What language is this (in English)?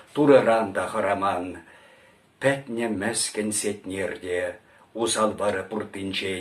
Chuvash